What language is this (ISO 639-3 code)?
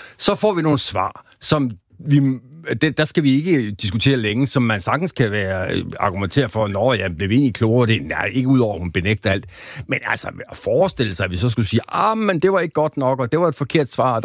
dan